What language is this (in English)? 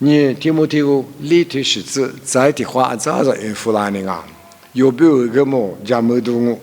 Lisu